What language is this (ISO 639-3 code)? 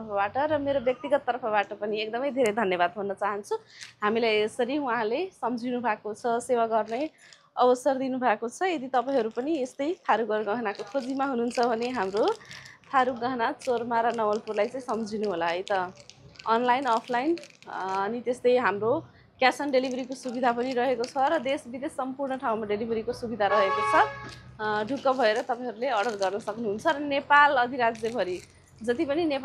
nep